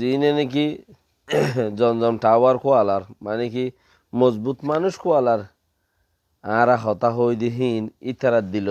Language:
Rohingya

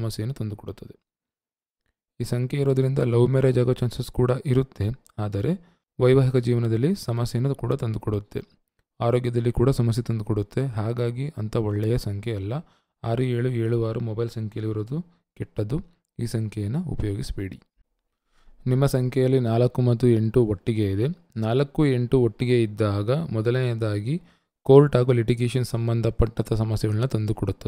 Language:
Kannada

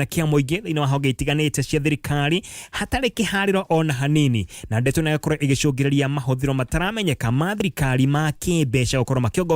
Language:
Kikuyu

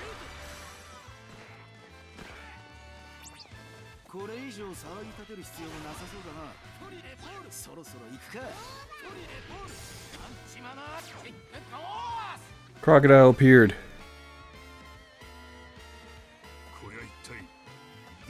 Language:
Japanese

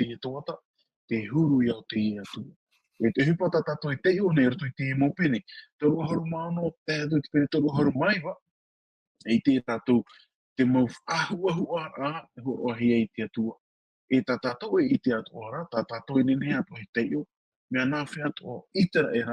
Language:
Tahitian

